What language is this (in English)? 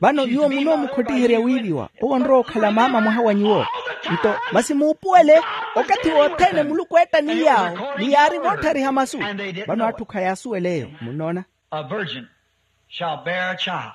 Makhuwa